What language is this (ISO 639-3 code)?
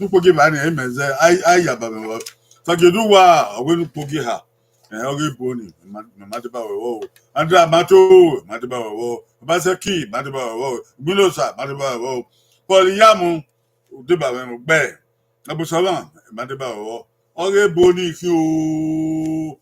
bin